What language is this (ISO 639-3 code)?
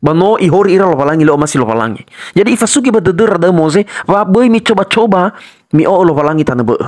nia